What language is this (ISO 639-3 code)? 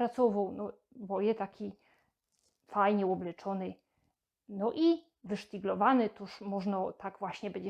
szl